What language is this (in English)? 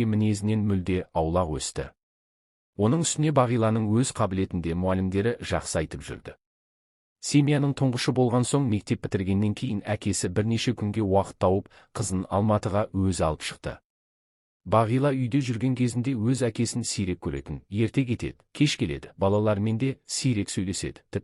Kazakh